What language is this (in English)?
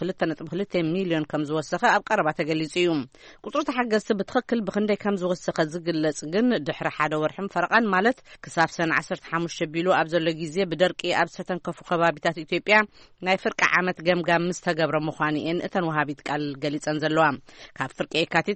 Tigrinya